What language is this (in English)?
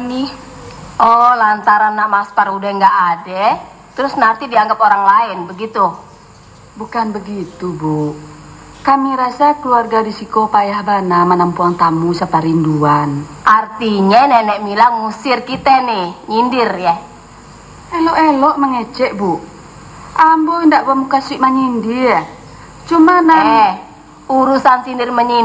Minangkabau